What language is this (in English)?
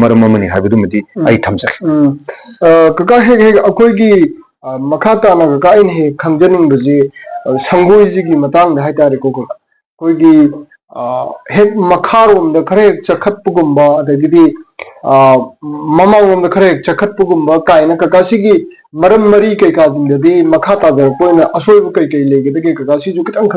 Manipuri